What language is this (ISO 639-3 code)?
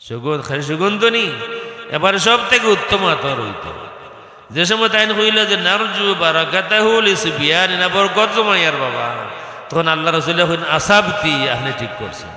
syl